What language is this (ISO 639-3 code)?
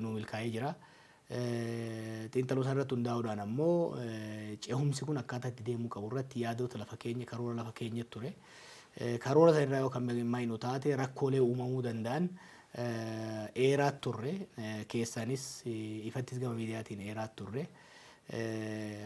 orm